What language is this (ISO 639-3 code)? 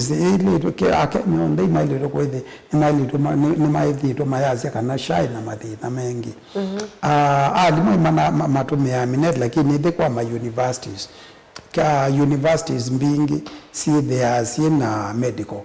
kam